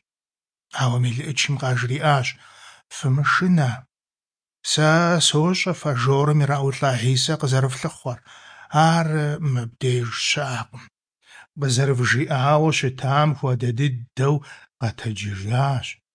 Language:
Kabardian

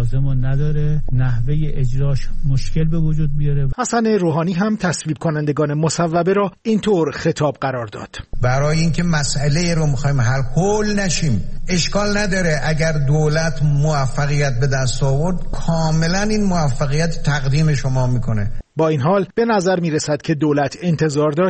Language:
Persian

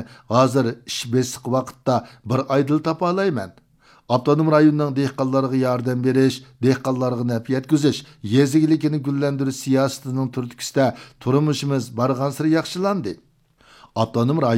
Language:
Uyghur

